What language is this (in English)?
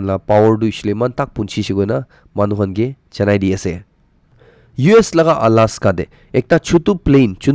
Naga Pidgin